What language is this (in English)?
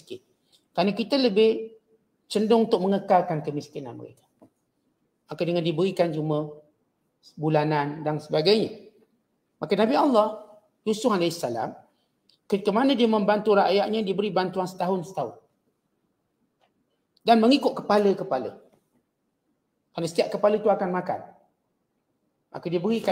Malay